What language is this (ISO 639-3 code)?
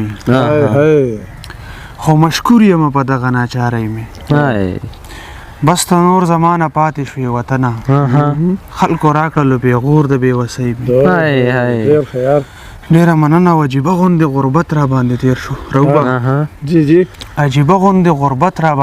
pus